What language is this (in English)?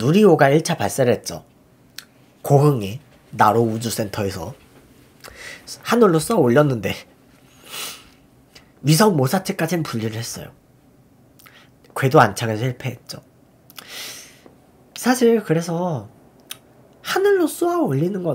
Korean